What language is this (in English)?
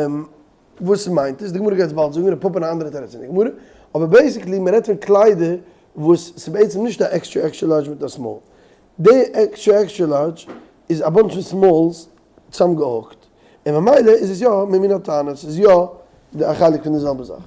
Yiddish